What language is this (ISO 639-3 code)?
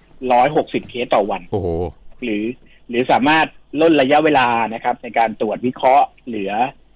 tha